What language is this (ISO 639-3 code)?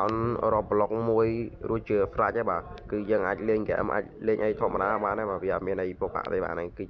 khm